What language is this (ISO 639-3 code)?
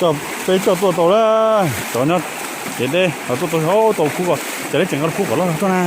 hmn